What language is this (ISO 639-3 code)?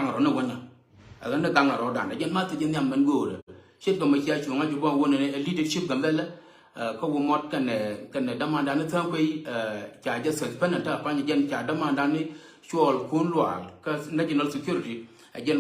nus